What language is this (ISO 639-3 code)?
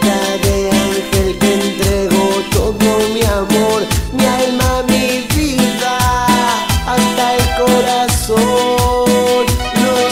spa